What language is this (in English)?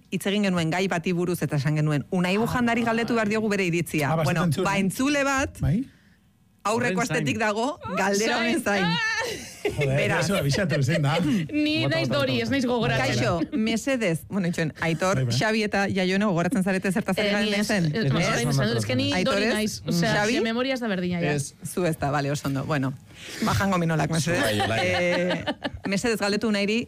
Basque